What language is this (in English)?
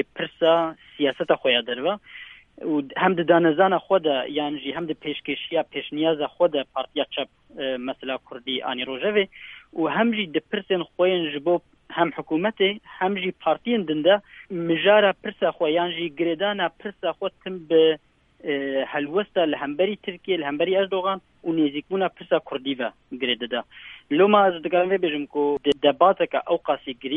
Kurdish